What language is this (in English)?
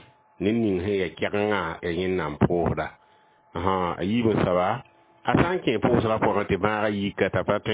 Mossi